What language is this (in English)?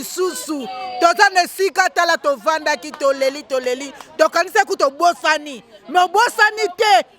Lingala